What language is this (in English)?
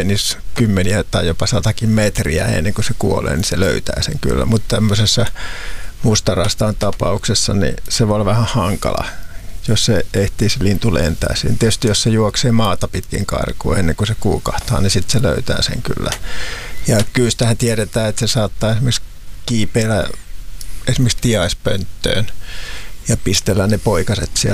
Finnish